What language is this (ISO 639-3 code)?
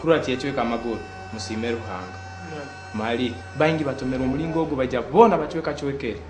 nyo